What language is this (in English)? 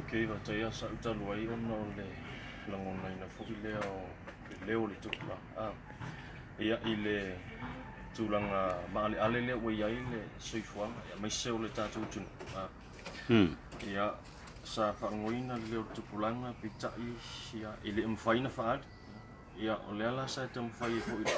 Samoan